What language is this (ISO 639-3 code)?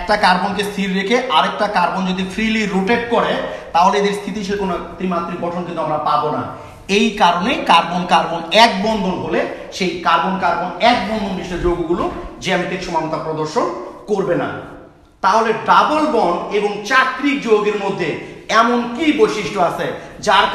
ben